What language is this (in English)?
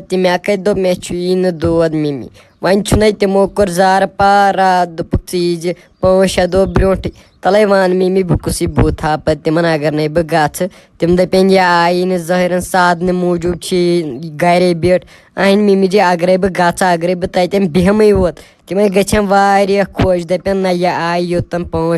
Kashmiri